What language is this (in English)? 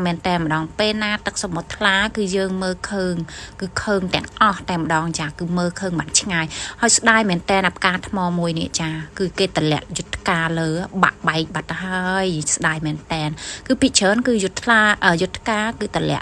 Khmer